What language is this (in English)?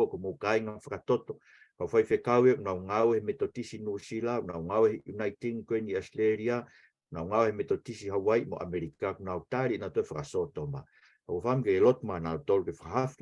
Tongan